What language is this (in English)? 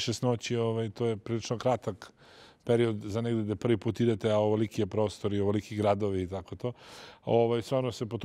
Serbian